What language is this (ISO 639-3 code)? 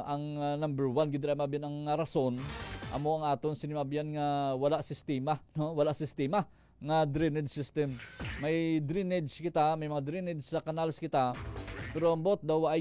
hil